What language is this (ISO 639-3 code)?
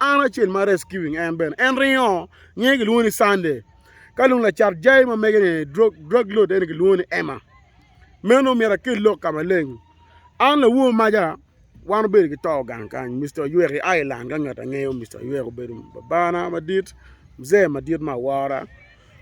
ach